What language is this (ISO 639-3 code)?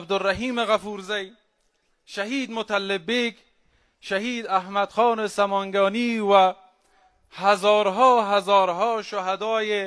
fas